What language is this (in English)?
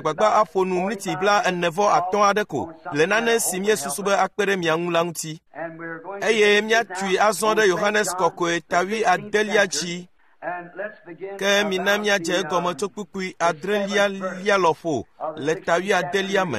Ewe